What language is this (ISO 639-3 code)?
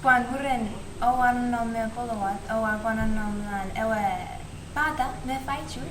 chk